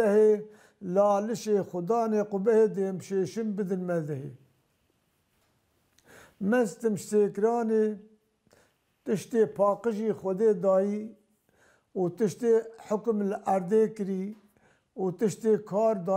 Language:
Kurdish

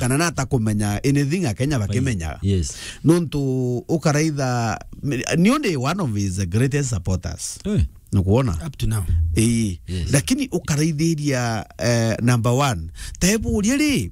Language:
Meru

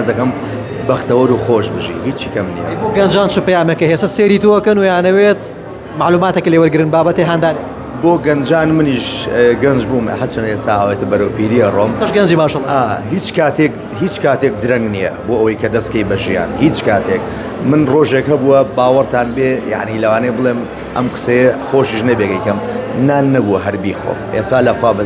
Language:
Central Kurdish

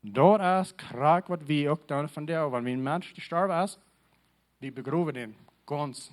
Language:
Plautdietsch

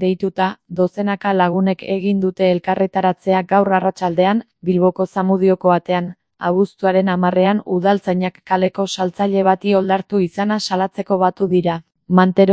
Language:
Basque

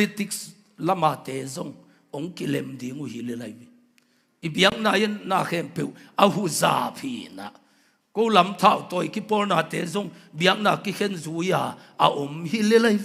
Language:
Tedim Chin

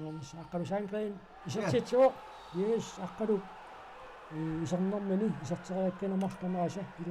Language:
Kalaallisut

